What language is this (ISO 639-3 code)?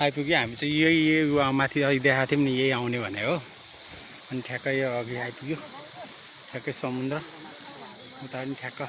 nep